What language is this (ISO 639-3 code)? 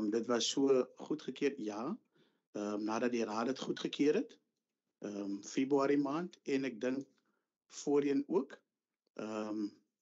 afr